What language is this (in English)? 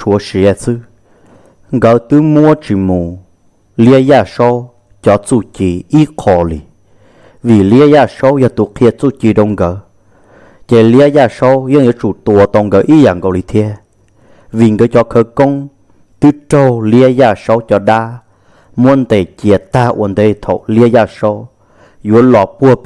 Hmong